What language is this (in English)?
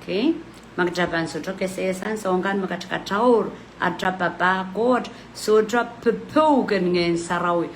Pohnpeian